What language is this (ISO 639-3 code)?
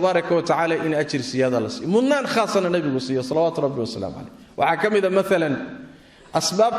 som